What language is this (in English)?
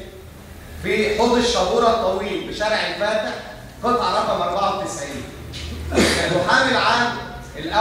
Egyptian Arabic